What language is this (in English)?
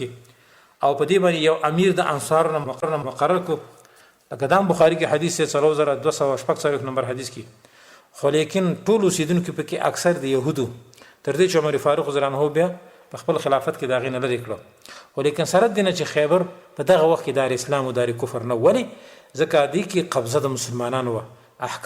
Pashto